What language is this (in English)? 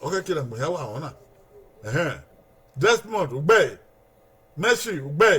Bini